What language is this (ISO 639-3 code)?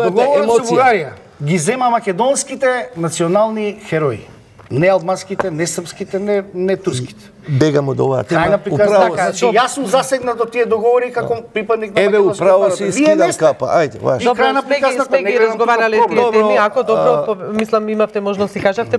mkd